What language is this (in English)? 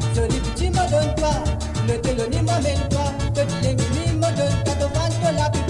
Morisyen